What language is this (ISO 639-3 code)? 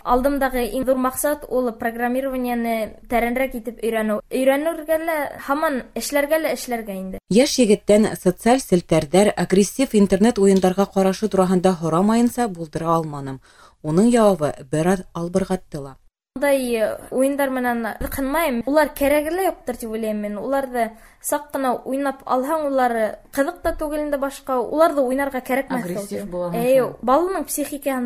bak